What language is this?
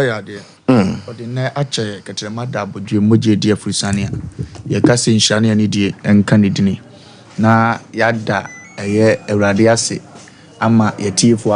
Akan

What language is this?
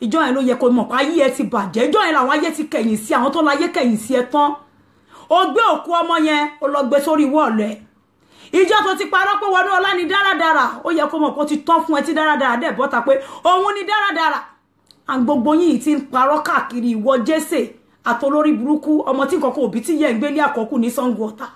Yoruba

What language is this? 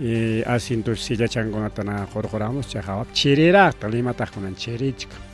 Ayacucho Quechua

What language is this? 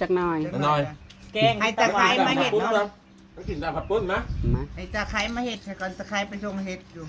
Northeastern Thai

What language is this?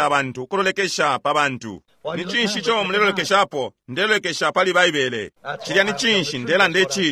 Bemba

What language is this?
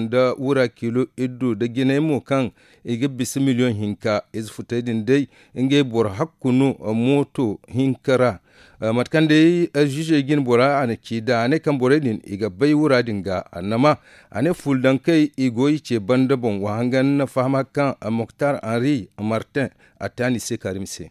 Zarma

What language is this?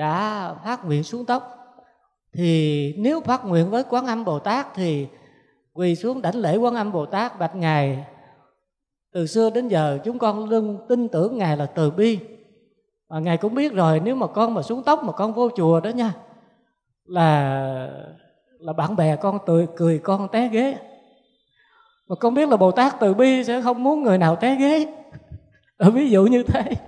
Vietnamese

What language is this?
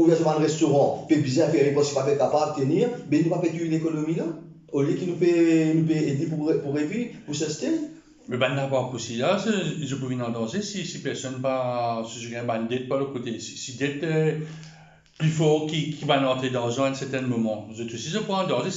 Morisyen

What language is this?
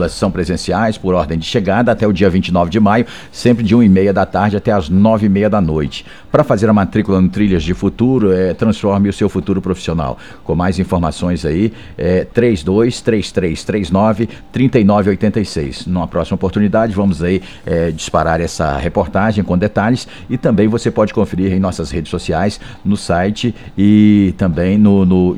Portuguese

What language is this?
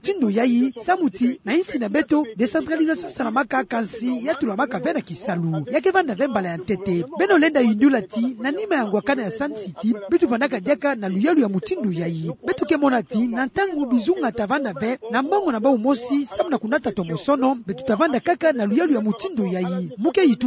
Kituba (Democratic Republic of Congo)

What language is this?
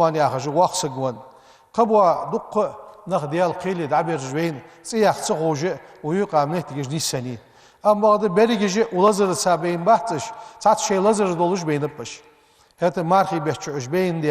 Ingush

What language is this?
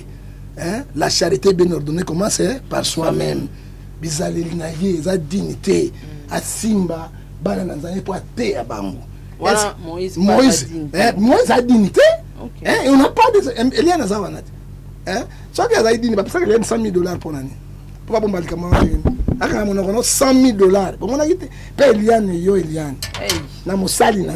Lingala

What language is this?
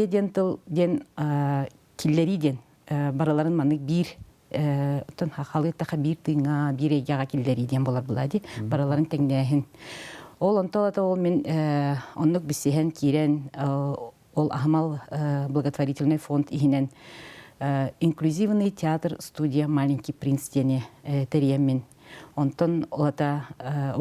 Yakut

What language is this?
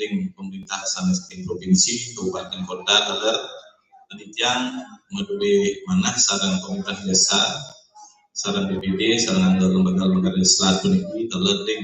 Balinese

